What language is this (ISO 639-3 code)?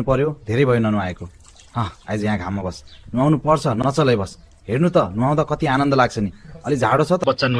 nep